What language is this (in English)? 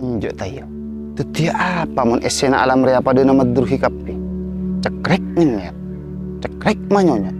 Madurese